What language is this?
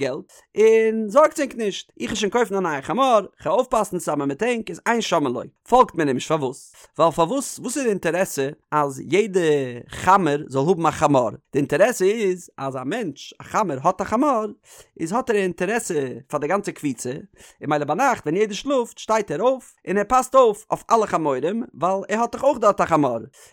Yiddish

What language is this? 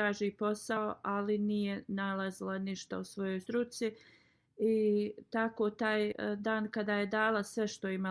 Bosnian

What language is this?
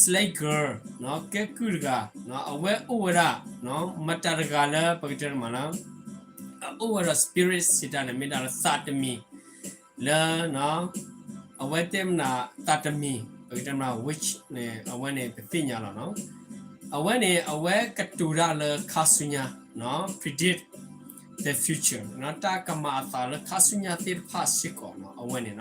S'gaw Karen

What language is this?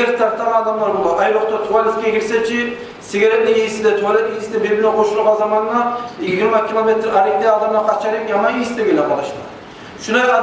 Kumyk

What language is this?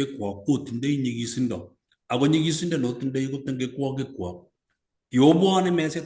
Kalenjin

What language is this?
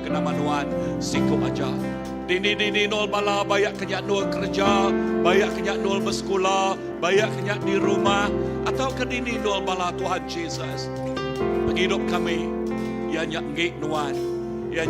Iban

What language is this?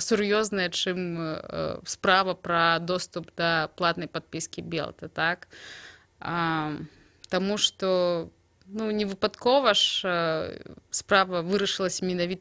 Belarusian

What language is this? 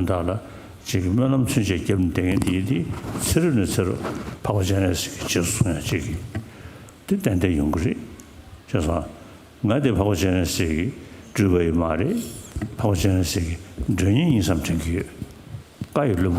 Tibetan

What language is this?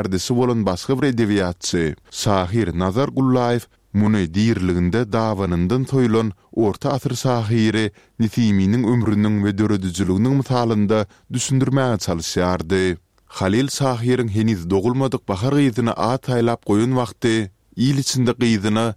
Turkmen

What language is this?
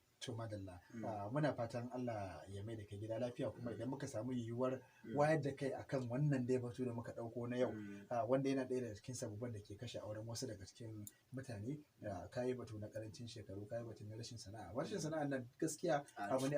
Hausa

